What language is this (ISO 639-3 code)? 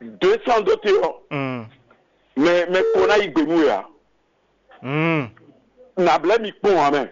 fon